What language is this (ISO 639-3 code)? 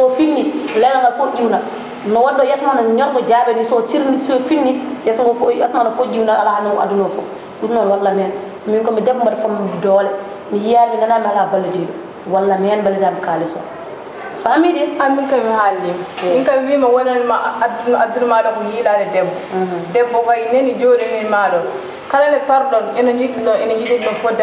ful